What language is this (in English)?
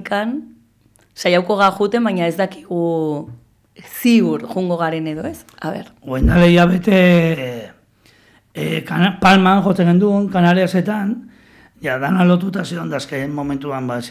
Basque